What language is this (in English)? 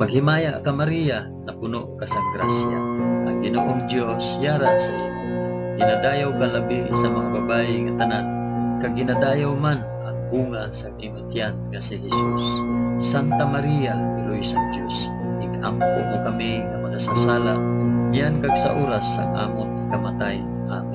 Hiligaynon